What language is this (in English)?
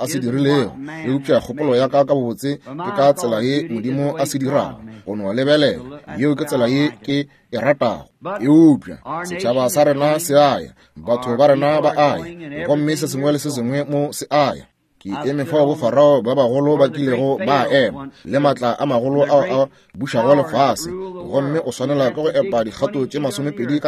Northern Sotho